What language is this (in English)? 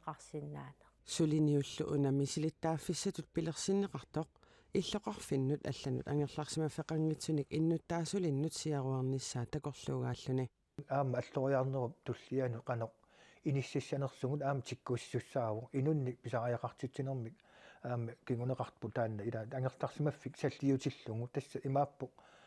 Kalaallisut